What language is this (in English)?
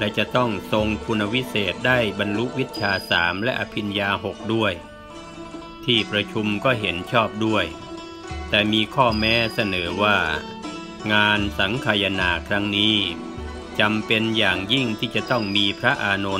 Thai